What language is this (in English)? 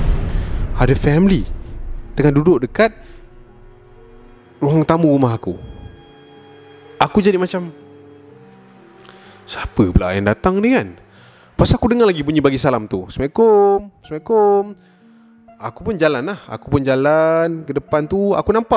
Malay